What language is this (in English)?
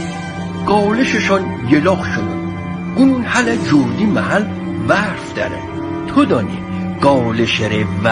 Gilaki